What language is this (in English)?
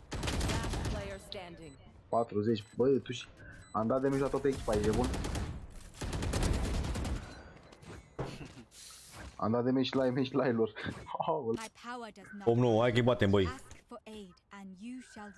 Romanian